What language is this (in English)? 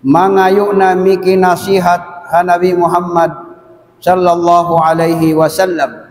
Tausug